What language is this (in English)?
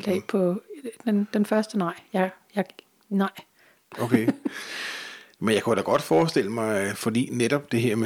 Danish